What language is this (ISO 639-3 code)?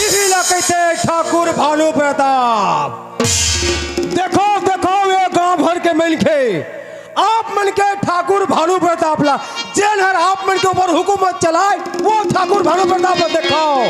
hne